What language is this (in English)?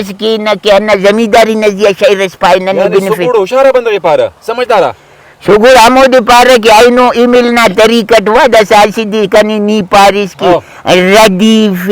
Brahui